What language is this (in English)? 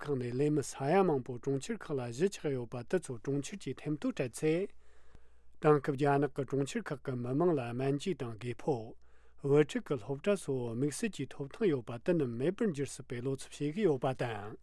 Latvian